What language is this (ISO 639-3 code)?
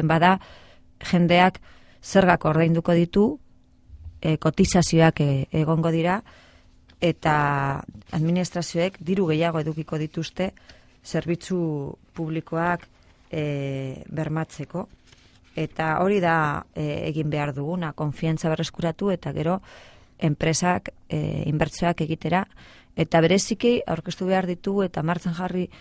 eus